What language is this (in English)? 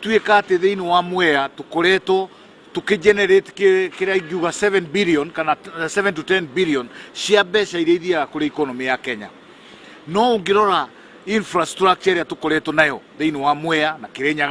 Kikuyu